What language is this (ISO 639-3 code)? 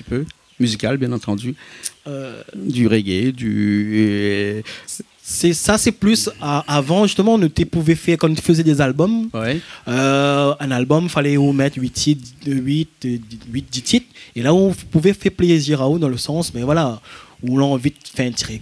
rcf